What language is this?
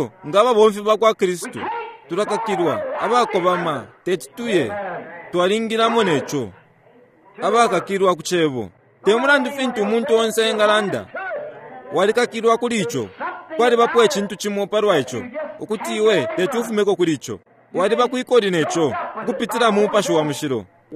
Bemba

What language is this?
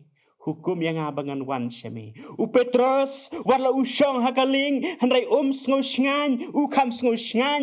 Khasi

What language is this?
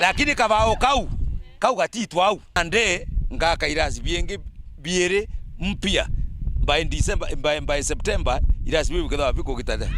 Meru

